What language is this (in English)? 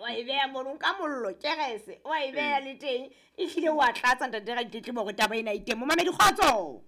Southern Sotho